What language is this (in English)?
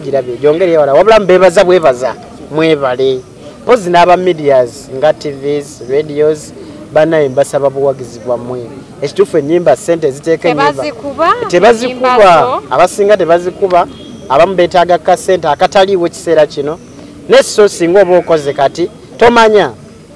Ganda